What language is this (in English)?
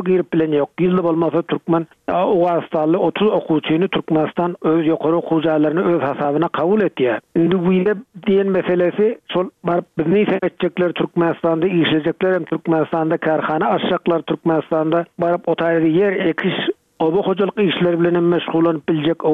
Turkmen